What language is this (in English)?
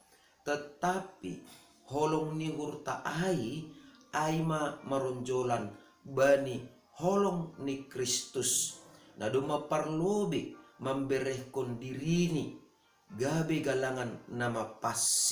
Batak Simalungun